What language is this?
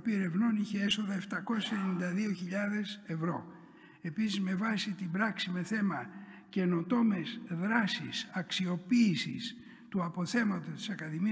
Greek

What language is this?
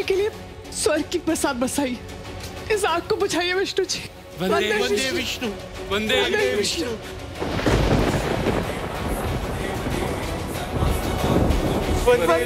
Hindi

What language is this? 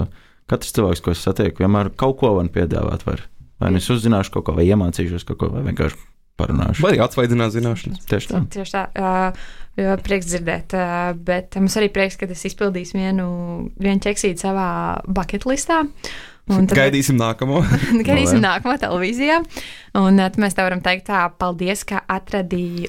Latvian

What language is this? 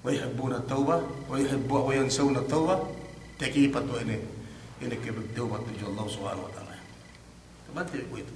Yakan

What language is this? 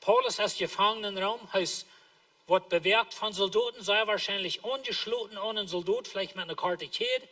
Plautdietsch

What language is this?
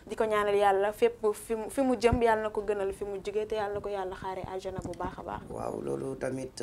Wolof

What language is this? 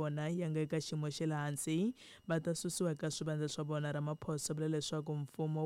Tsonga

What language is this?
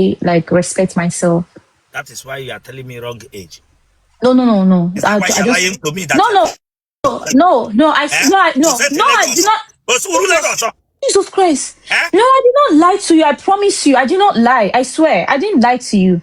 Igbo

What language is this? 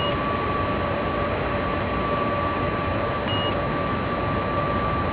Slovak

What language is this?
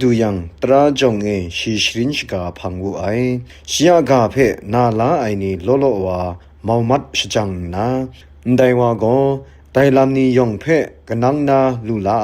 Kachin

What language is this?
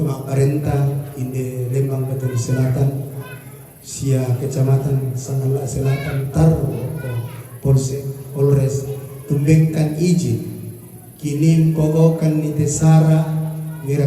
Toraja-Sa'dan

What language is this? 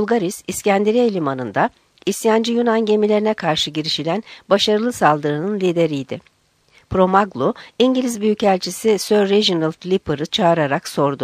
Turkish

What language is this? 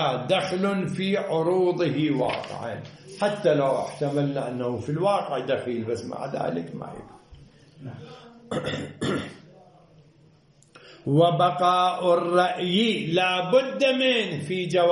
Arabic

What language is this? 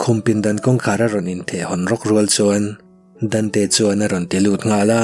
Mizo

